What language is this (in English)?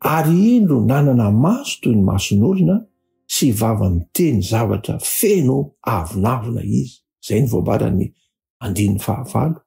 Malagasy